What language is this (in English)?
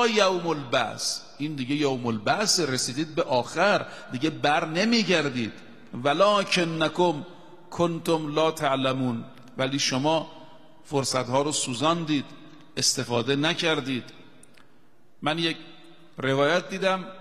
Persian